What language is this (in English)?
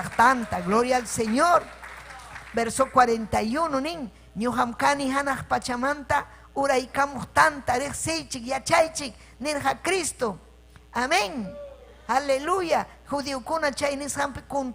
Ayacucho Quechua